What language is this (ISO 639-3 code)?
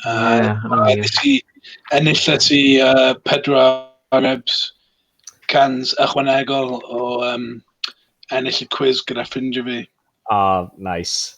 cym